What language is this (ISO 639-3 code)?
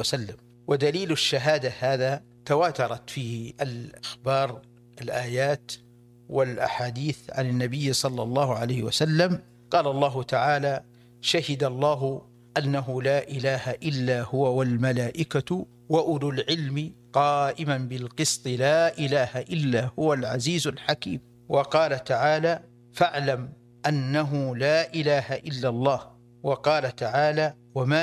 ara